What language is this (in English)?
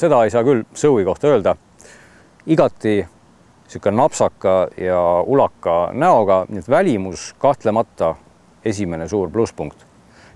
Estonian